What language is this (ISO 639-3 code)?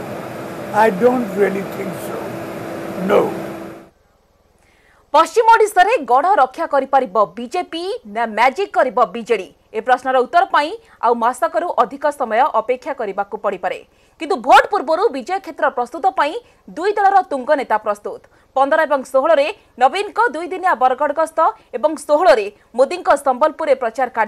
ori